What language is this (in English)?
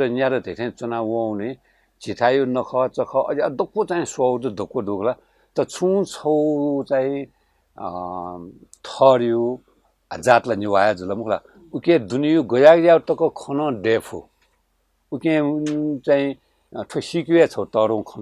Newari